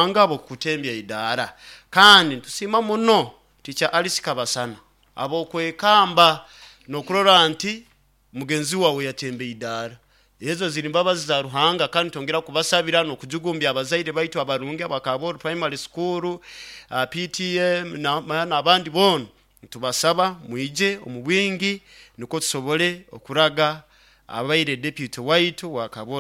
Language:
Nyoro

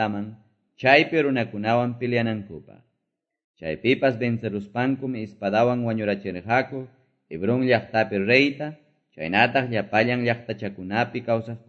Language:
Quechua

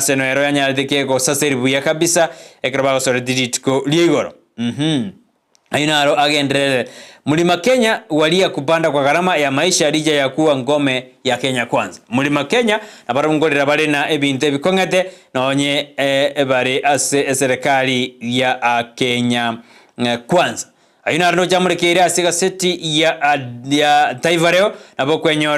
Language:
Gusii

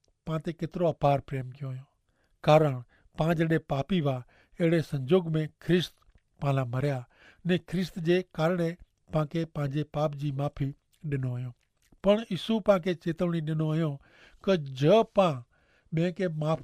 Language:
Kachhi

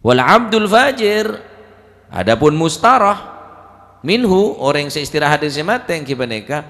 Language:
Madurese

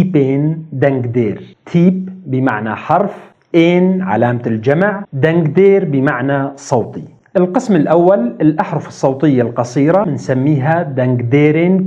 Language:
North Levantine Arabic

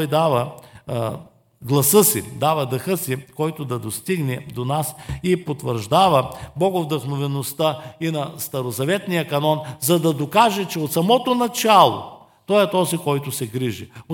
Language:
Bulgarian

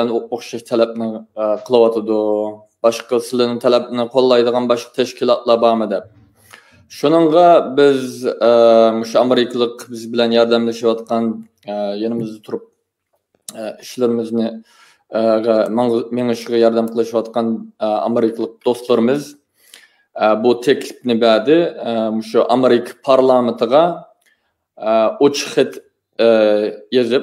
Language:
Uyghur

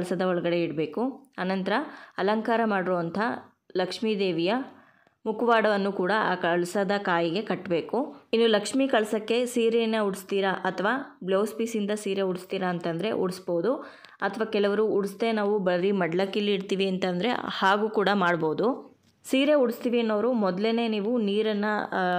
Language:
Kannada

